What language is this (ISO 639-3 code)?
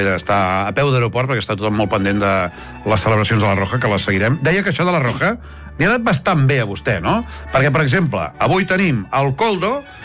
cat